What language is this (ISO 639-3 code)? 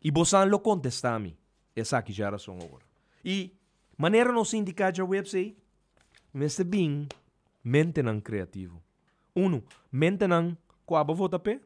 pap